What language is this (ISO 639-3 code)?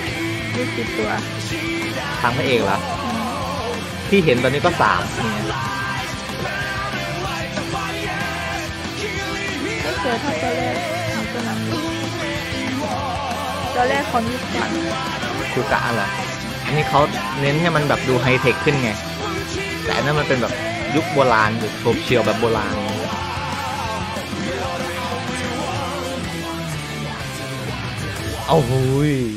tha